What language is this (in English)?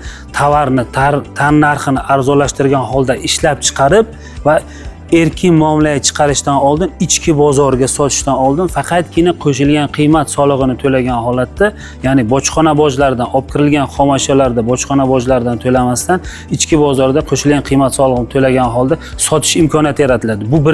Uzbek